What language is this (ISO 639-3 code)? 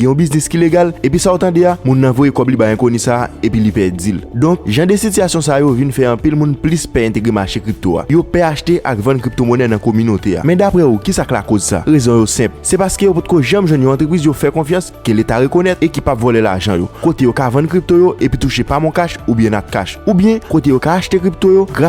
hat